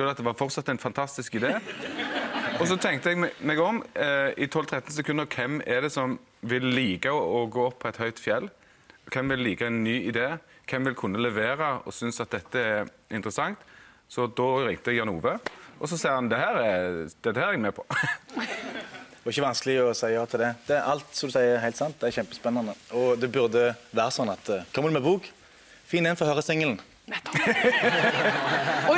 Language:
Norwegian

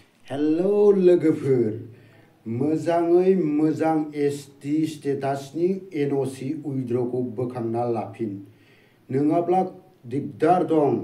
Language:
Bodo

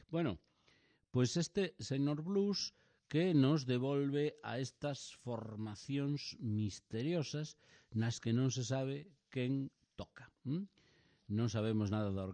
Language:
Galician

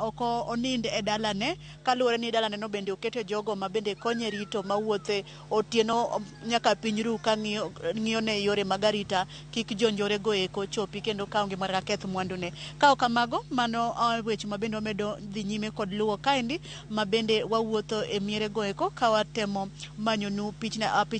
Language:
Luo (Kenya and Tanzania)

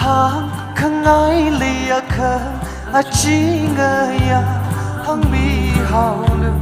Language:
Tangkhul Naga (India)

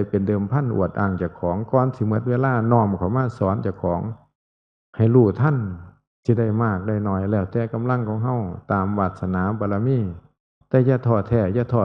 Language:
Northeastern Thai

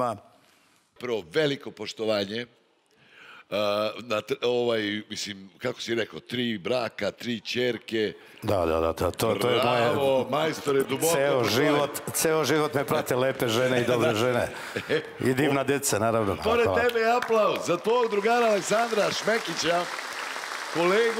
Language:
Serbian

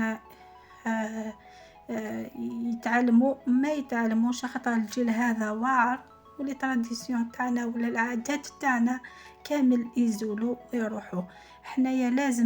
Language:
Algerian Arabic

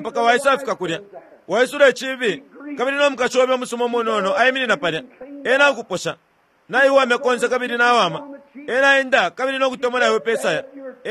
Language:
Bemba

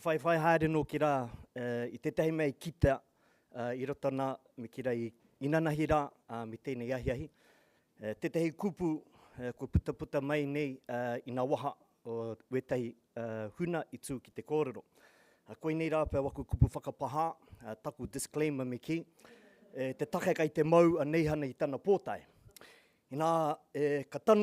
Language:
Māori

